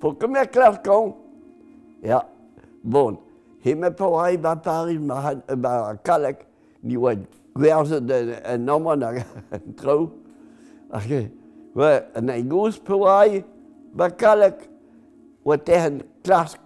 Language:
Breton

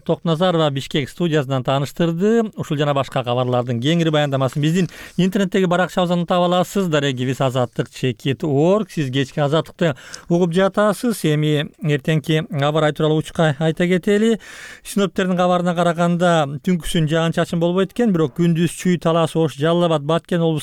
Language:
Kyrgyz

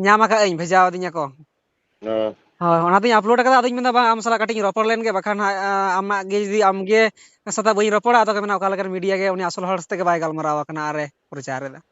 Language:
Santali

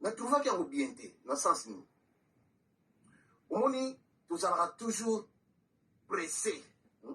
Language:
Lingala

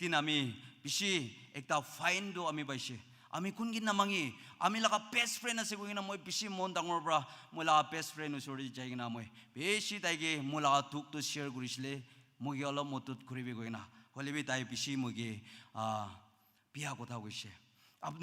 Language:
Naga Pidgin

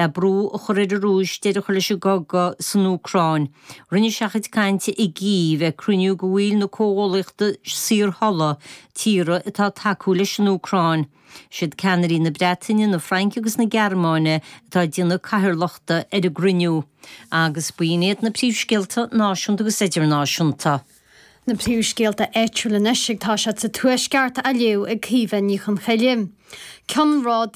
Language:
Irish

